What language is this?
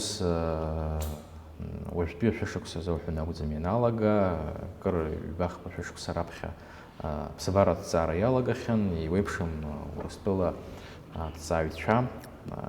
Abkhazian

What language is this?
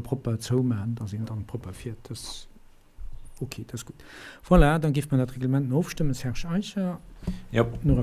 Luxembourgish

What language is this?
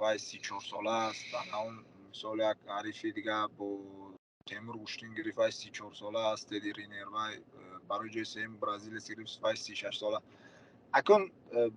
Tajik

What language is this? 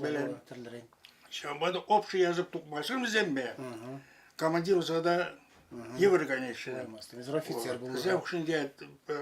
Chuvash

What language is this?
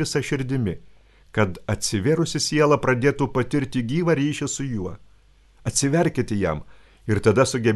Lithuanian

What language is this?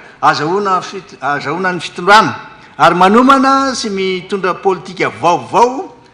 Malagasy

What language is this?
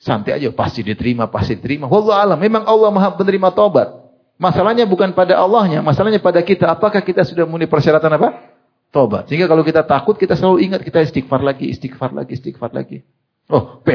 Indonesian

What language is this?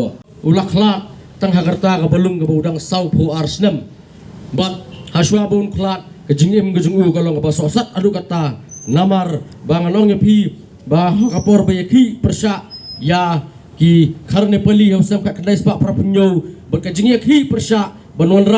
Khasi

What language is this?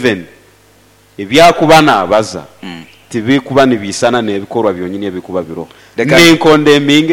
Nyoro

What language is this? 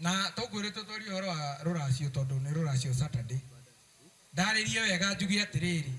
Kikuyu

